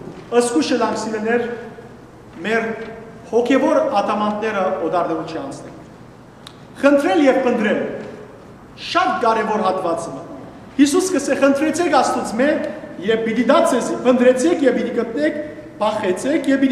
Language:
Western Armenian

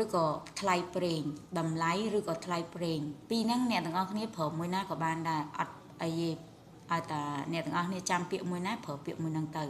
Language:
Khmer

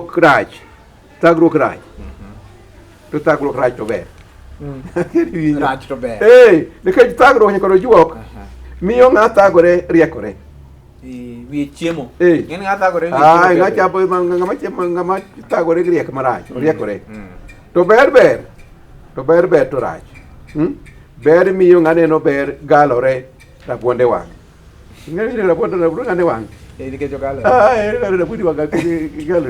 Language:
Luo (Kenya and Tanzania)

